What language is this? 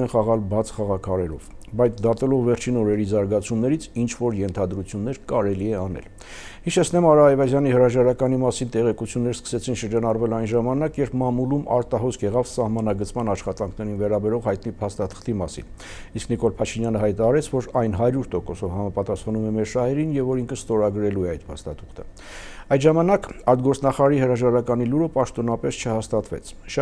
Armenian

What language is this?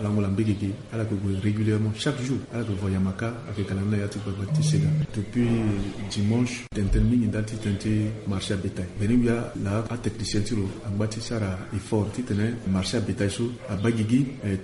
Sango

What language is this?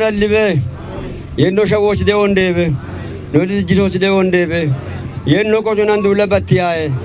Kafa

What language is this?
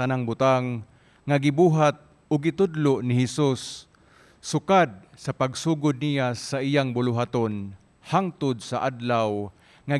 Cebuano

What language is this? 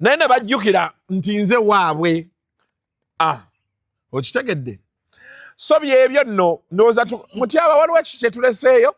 Ganda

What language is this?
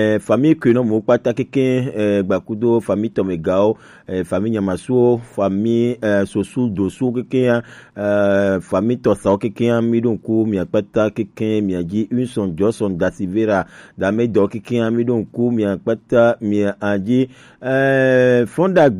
Gen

